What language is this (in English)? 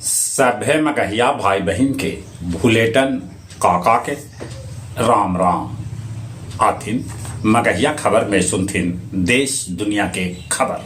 Magahi